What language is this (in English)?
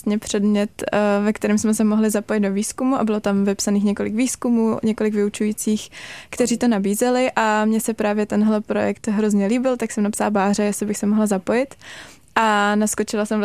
Czech